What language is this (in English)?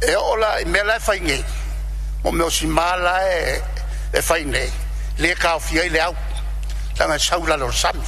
Samoan